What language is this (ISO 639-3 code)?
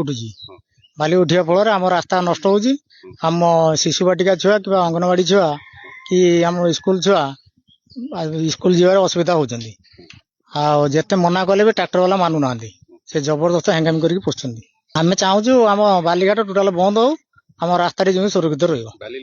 ori